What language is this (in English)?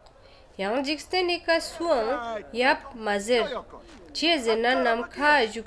Ladakhi